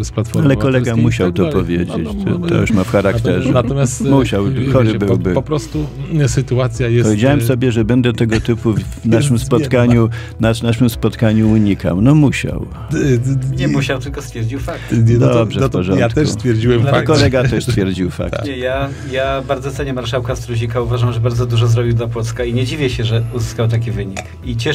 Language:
Polish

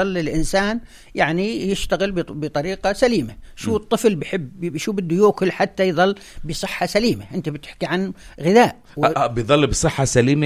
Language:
North Levantine Arabic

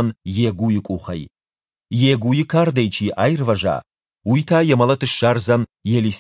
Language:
Ossetic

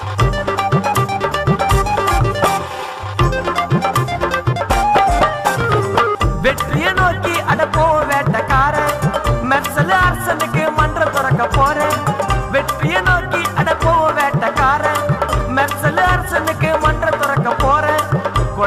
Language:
Tamil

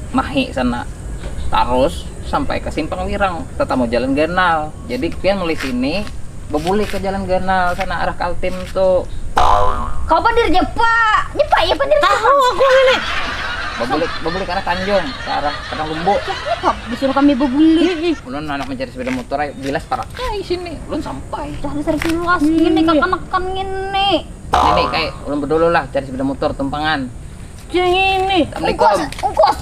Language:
Banjar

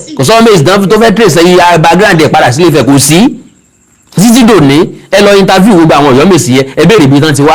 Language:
Yoruba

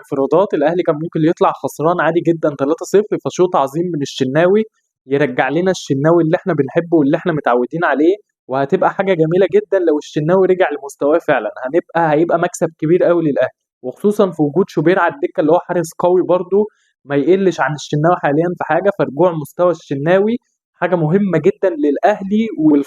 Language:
Egyptian Arabic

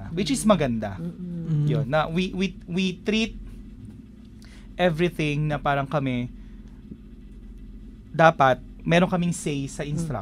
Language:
Filipino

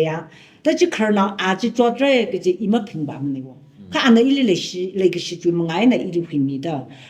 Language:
Tangkhul Naga (India)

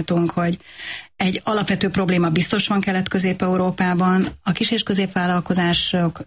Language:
Hungarian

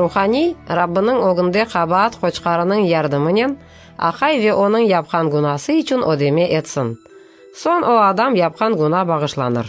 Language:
Crimean Tatar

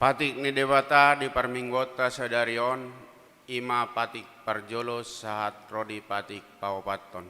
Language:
Batak Toba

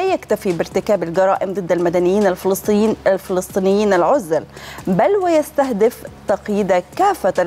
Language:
Arabic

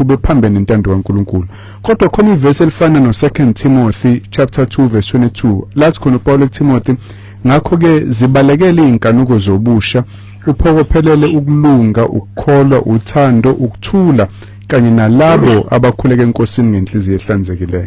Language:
Zulu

